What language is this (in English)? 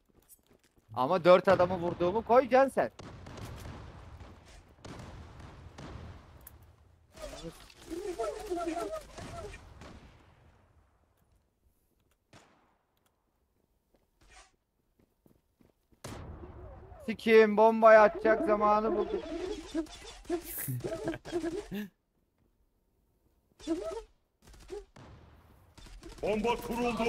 Turkish